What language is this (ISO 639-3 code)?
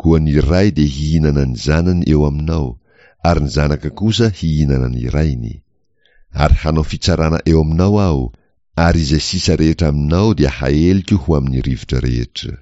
mlg